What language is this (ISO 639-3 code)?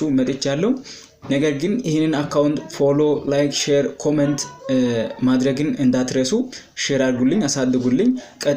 amh